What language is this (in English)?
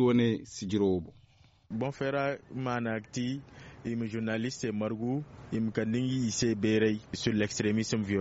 Zarma